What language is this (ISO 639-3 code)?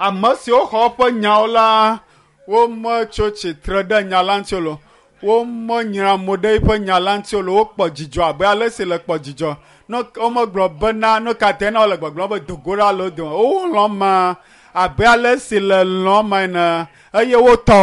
ewe